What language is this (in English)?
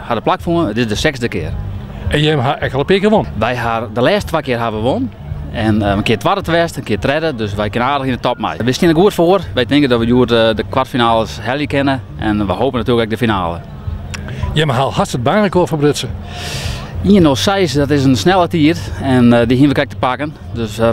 Western Frisian